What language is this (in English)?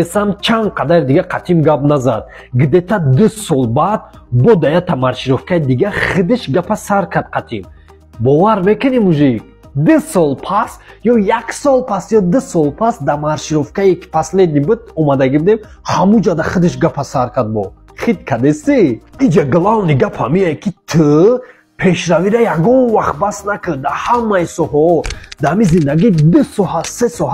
Tajik